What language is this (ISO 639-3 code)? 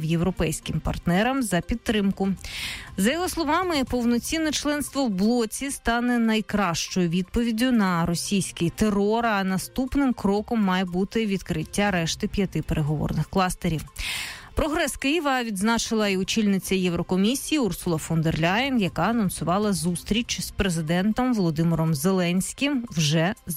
ukr